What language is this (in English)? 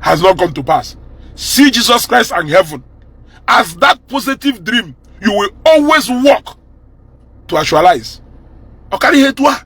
Igbo